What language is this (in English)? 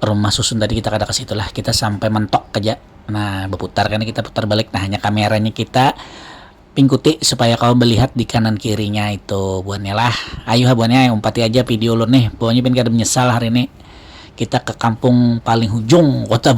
Banjar